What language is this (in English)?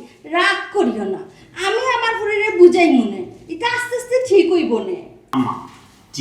Sylheti